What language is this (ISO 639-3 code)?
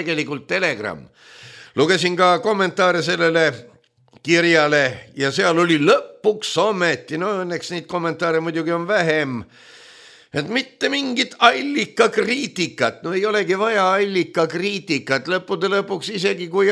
est